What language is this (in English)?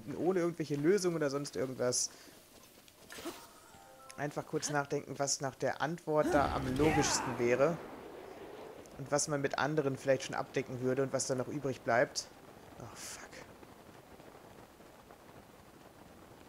German